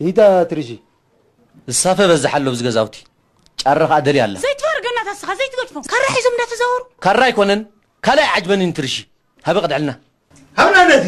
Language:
Tigrinya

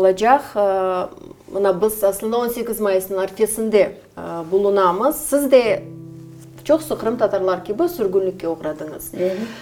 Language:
Crimean Tatar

